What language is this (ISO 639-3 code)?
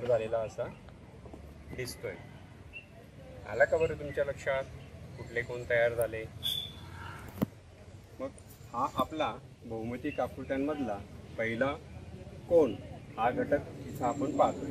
mar